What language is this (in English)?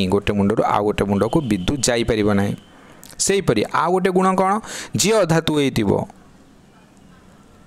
Odia